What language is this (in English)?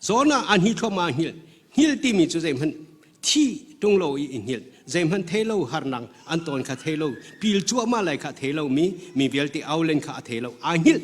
Hakha Chin